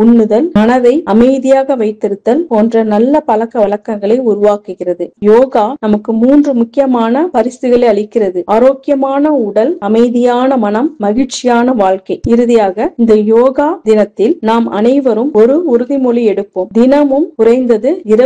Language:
Tamil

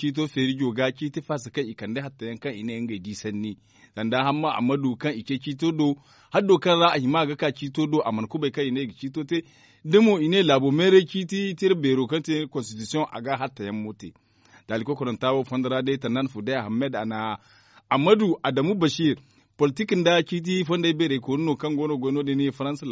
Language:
Zarma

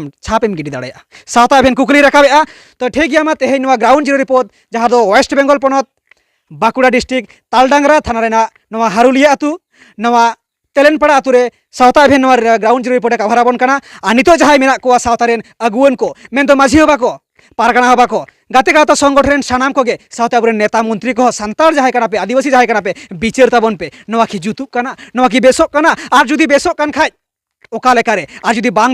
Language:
Santali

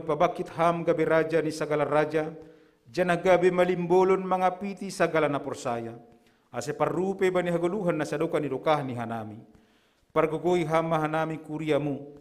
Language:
Batak Simalungun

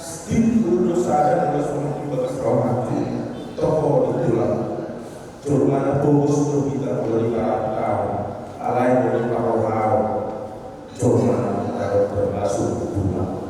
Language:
Batak Toba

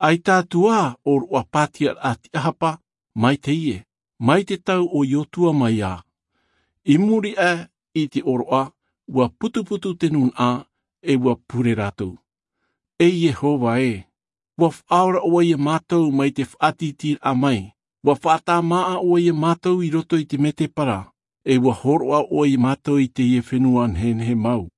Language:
Tahitian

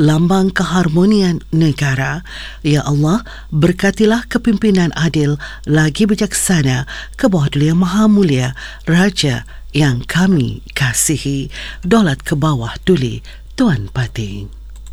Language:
Malay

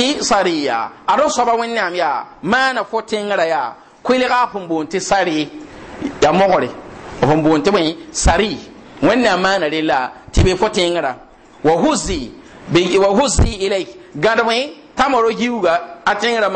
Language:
Mossi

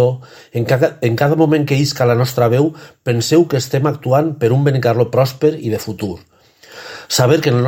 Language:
Catalan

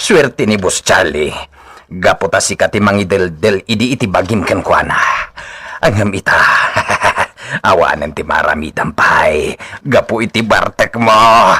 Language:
Iloko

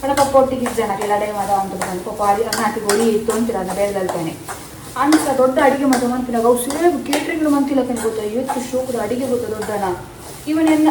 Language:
Tulu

